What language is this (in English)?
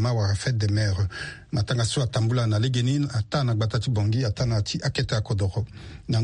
Sango